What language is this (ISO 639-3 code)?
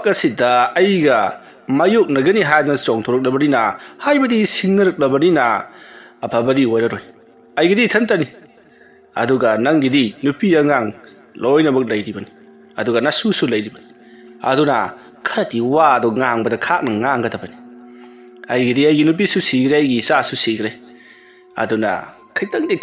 mni